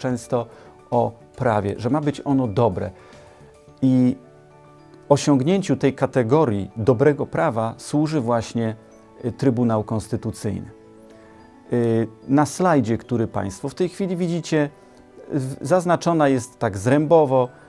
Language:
Polish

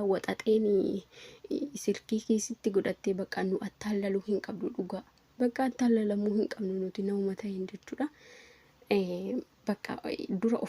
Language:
Oromo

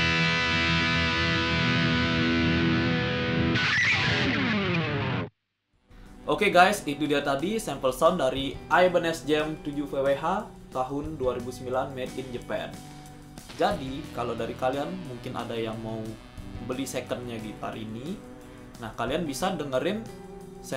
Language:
Indonesian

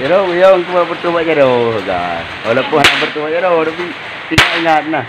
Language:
Achinese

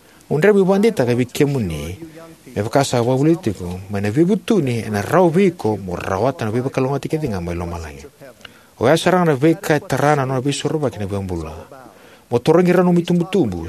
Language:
Fijian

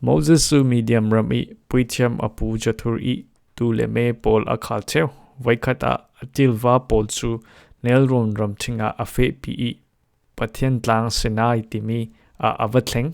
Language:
Falam Chin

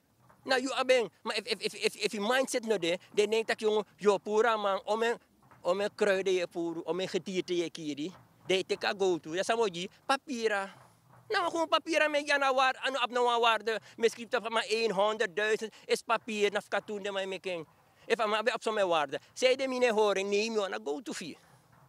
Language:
Sranan Tongo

